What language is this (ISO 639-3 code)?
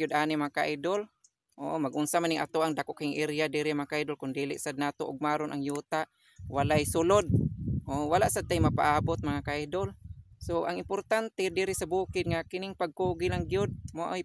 ceb